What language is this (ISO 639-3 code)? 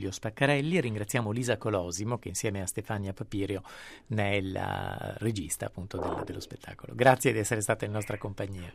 ita